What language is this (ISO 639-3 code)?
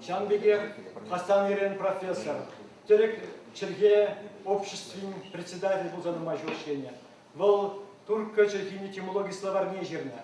chv